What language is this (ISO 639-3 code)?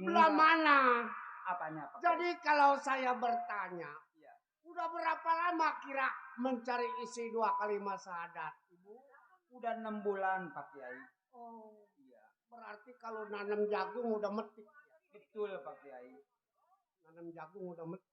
bew